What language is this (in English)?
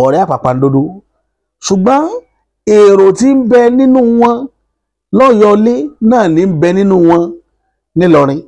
Yoruba